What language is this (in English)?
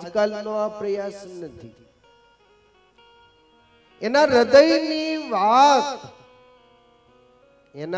Gujarati